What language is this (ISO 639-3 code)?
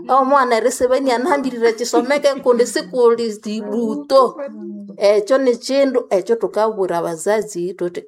nnb